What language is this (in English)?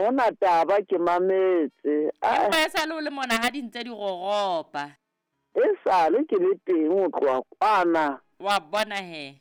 Southern Sotho